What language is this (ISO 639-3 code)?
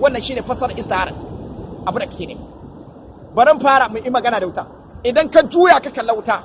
hau